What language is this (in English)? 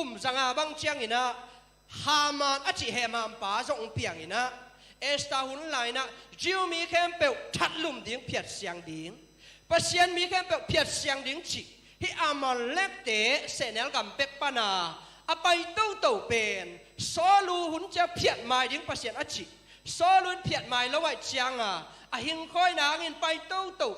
Tedim Chin